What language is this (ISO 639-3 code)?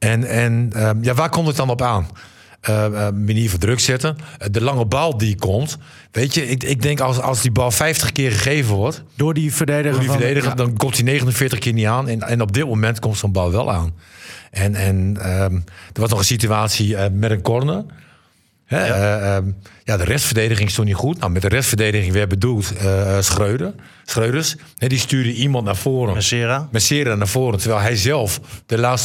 nld